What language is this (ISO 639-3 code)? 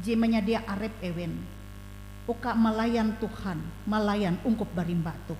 nij